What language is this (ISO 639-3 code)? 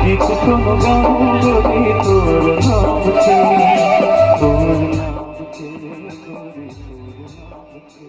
hne